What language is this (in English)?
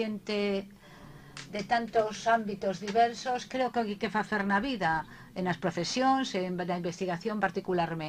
Galician